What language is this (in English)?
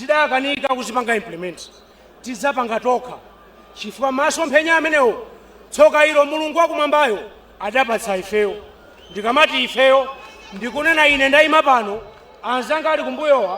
Nyanja